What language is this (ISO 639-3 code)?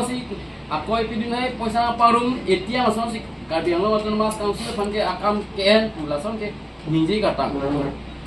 mjw